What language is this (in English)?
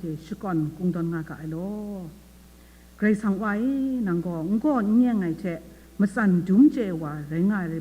Kachin